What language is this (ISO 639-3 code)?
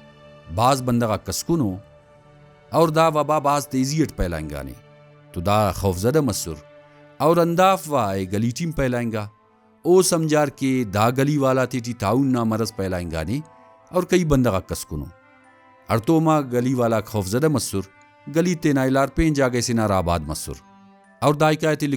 brh